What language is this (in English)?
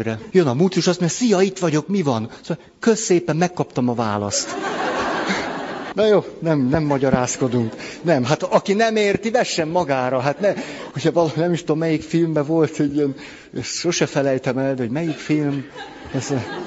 Hungarian